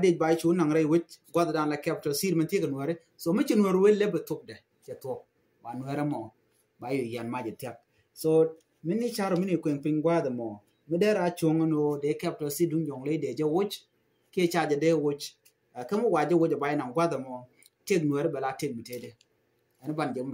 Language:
Nuer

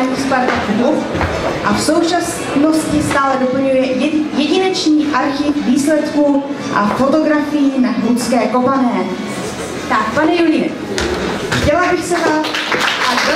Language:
Czech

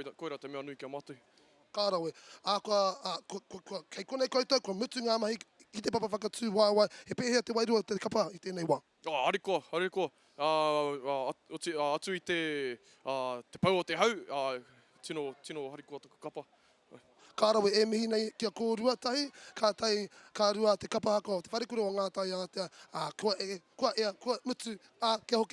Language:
Māori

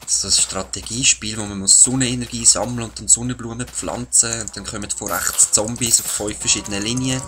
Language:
Swiss German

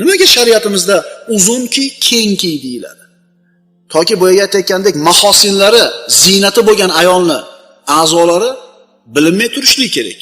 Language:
Uzbek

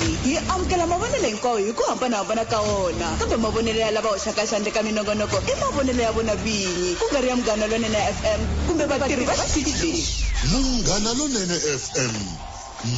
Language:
Tsonga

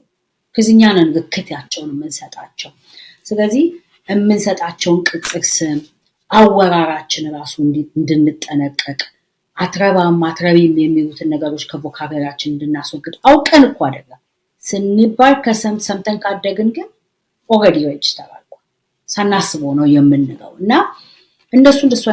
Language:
Amharic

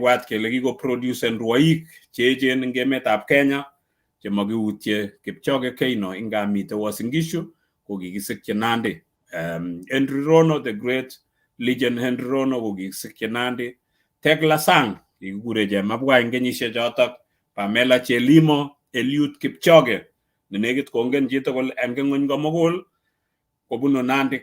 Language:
Kalenjin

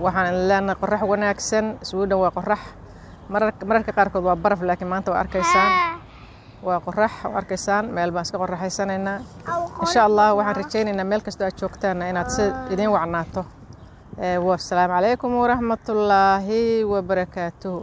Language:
Somali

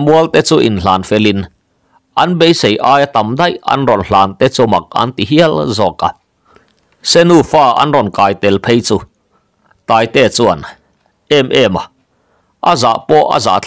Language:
Mizo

